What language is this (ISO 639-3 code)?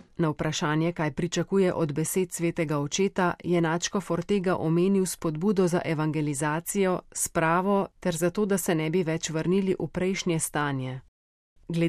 slv